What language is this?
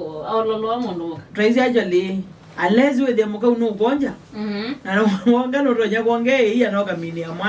Kamba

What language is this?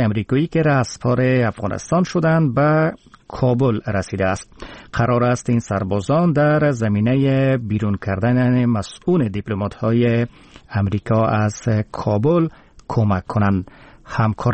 Persian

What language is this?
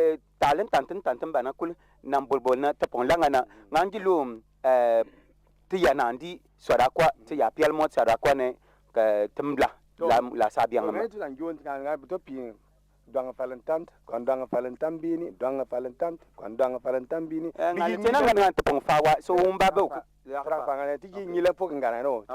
Bimoba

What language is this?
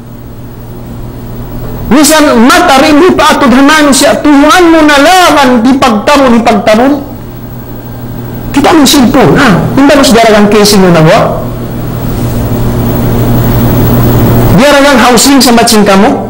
Tausug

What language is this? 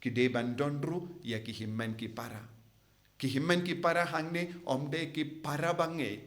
Khasi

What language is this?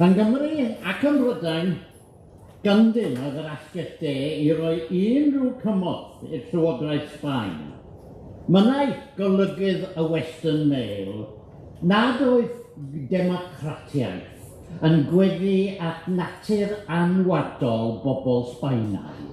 Welsh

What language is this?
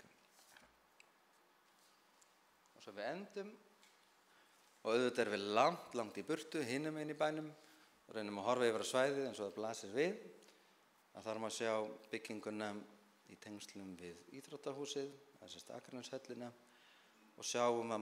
Icelandic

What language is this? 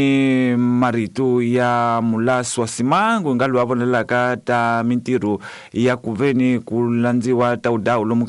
Tsonga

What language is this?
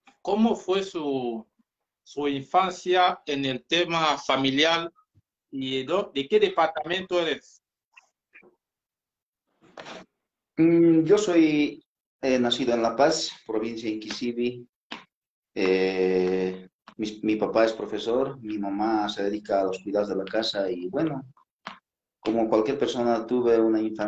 Spanish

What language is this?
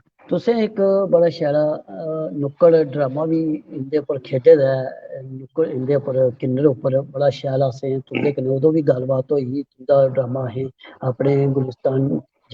Dogri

